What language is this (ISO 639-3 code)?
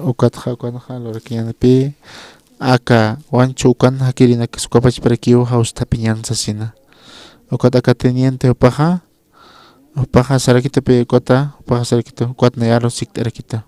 aym